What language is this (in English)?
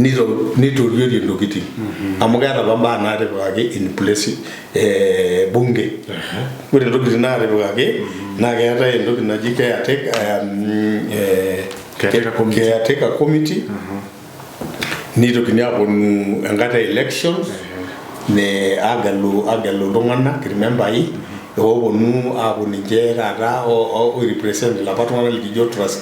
Masai